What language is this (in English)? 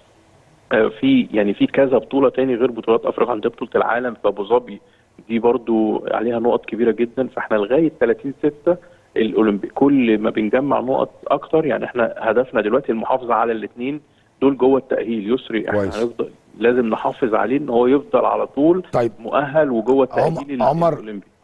Egyptian Arabic